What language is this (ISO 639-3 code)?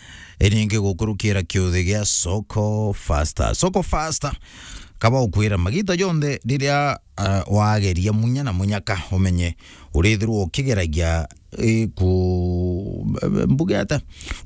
mer